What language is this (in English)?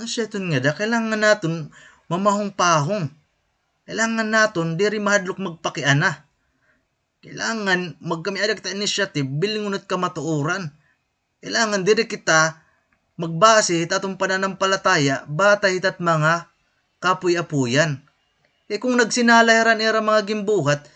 Waray